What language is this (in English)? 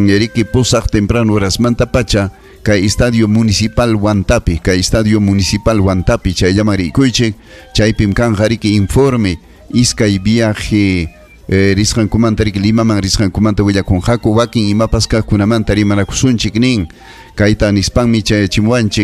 Ayacucho Quechua